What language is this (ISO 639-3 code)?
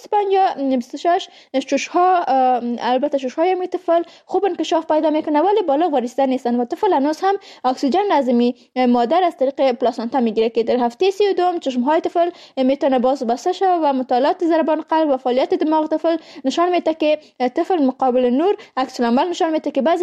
fas